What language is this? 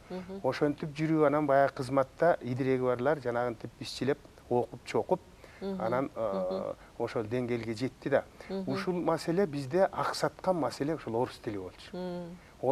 Kyrgyz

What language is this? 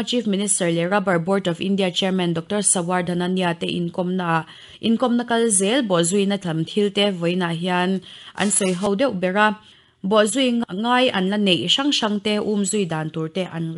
Mizo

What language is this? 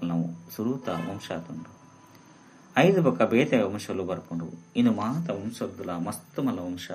Tulu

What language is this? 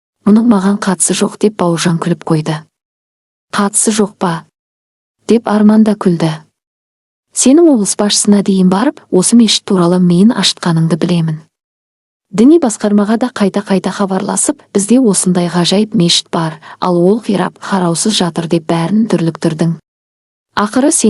Kazakh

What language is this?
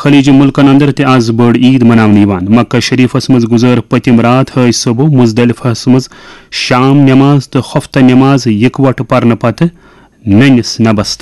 Kashmiri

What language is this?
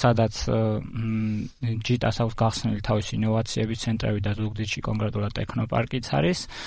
Georgian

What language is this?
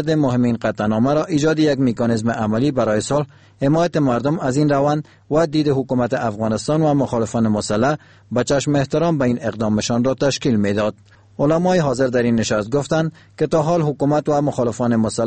Persian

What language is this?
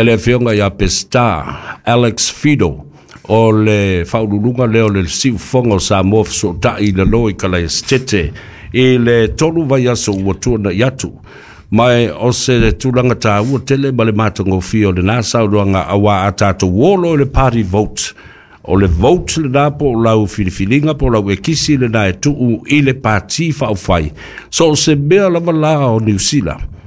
Samoan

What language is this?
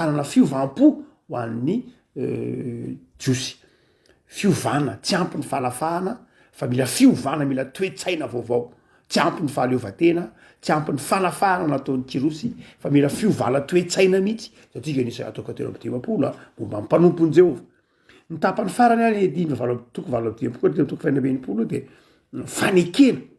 Malagasy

